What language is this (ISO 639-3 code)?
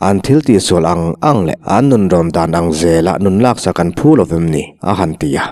lus